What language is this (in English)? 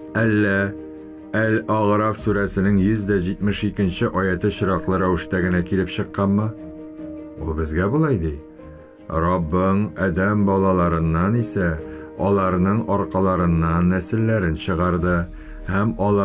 Tatar